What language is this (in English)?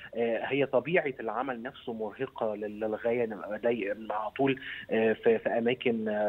Egyptian Arabic